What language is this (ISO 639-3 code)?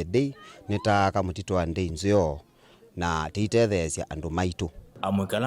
kam